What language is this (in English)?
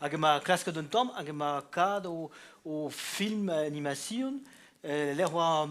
Breton